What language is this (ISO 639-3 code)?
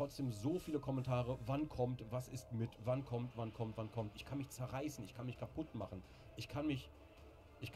bar